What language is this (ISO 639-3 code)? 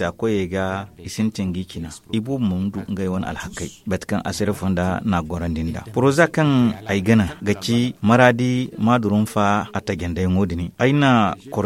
dje